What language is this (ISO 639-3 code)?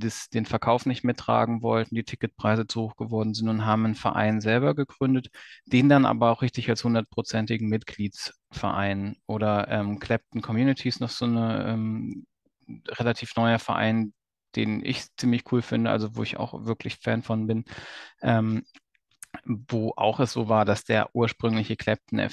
deu